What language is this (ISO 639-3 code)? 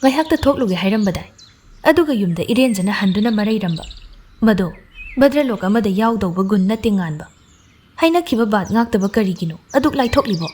mni